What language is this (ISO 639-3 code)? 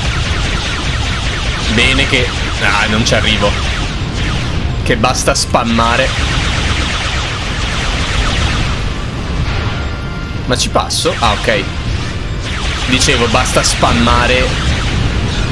ita